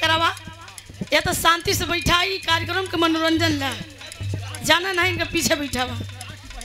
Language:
Bhojpuri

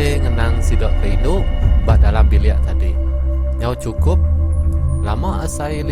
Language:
Iban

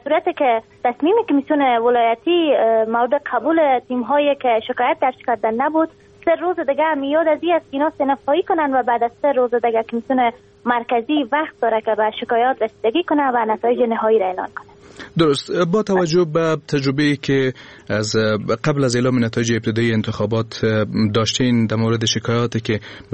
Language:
Persian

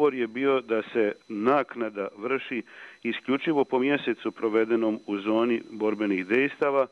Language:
Bosnian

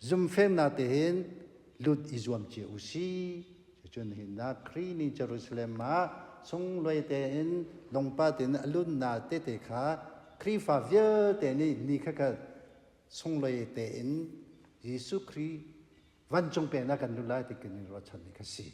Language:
Hakha Chin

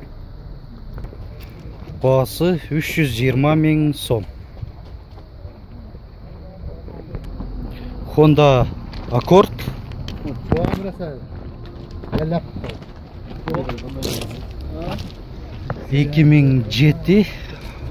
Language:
Kyrgyz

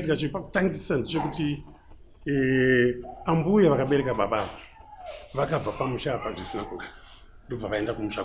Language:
Shona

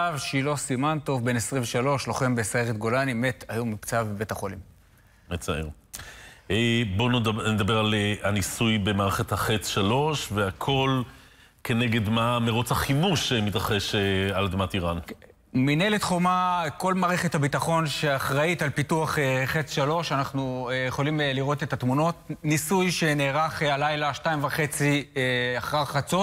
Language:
Hebrew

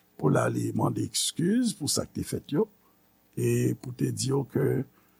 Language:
Haitian Creole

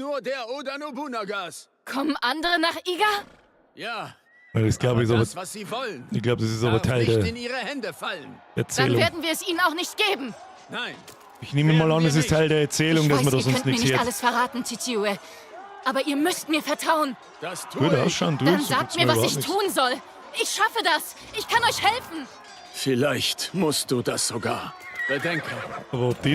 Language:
Bavarian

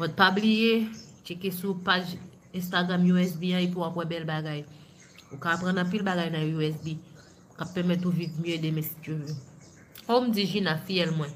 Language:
Haitian Creole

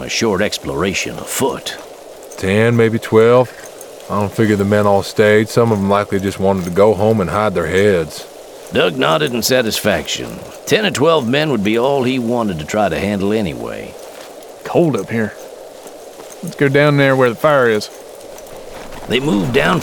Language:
English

